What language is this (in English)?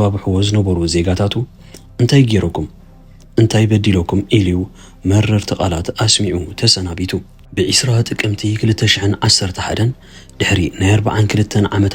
Tigrinya